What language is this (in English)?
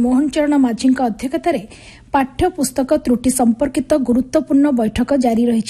Odia